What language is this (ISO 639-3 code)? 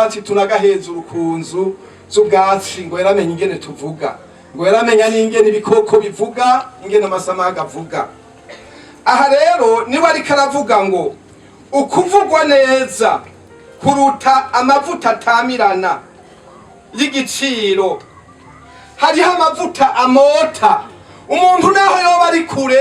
run